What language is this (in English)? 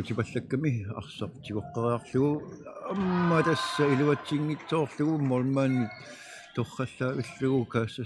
Kalaallisut